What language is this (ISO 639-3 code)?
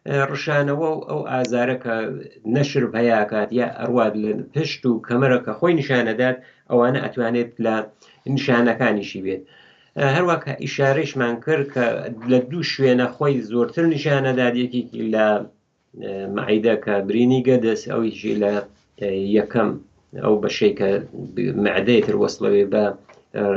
ckb